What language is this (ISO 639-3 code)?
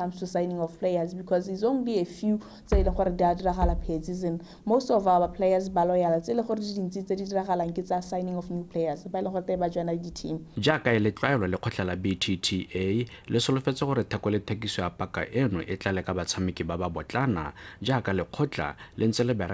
tsn